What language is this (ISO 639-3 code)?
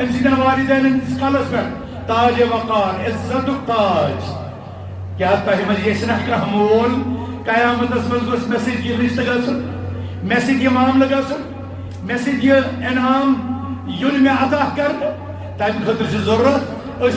kas